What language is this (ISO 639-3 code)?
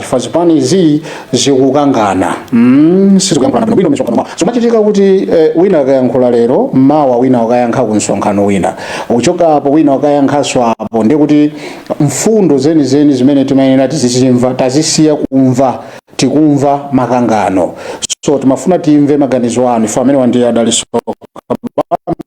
nya